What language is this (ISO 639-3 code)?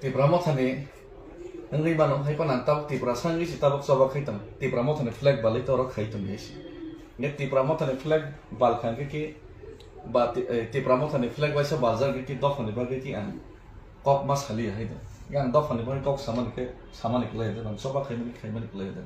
trp